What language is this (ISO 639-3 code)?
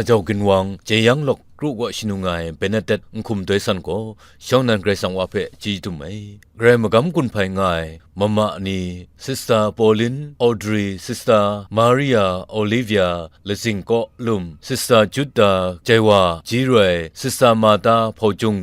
kac